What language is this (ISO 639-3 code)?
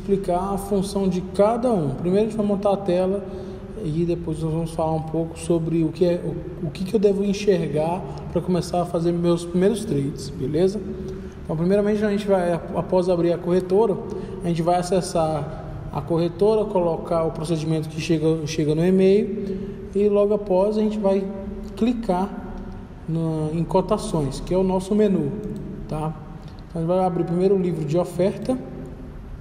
por